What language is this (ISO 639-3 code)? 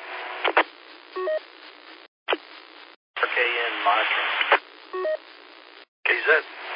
eng